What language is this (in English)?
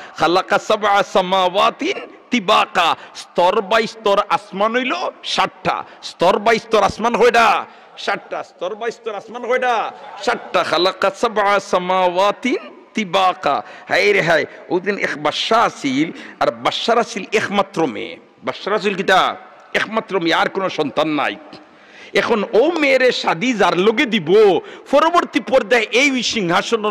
Sylheti